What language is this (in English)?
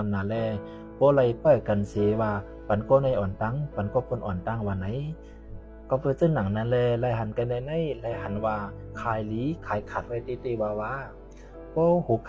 Shan